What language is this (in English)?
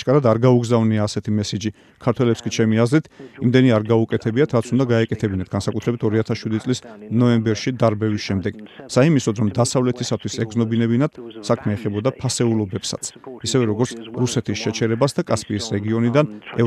Georgian